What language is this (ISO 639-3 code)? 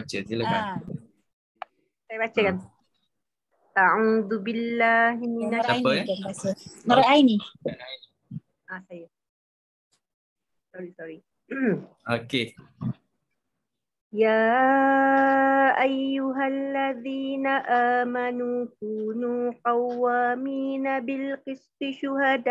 msa